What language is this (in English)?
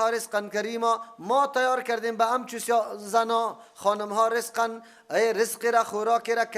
Persian